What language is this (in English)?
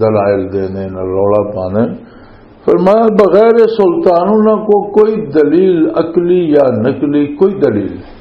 Western Panjabi